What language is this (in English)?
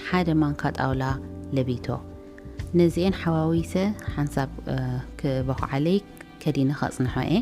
Tigrinya